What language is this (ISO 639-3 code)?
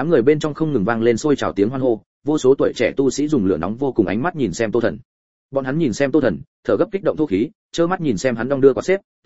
vie